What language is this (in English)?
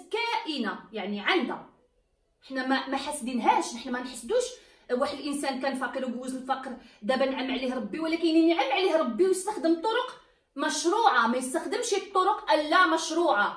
Moroccan Arabic